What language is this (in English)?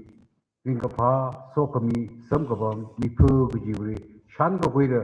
Tangkhul Naga (India)